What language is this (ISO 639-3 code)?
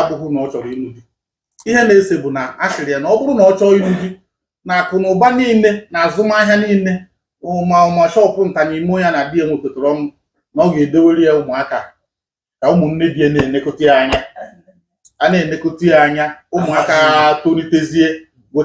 ibo